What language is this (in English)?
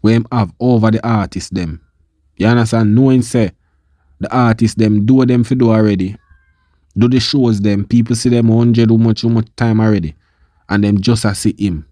Jamaican Creole English